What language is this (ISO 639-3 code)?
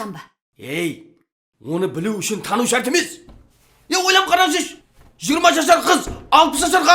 kaa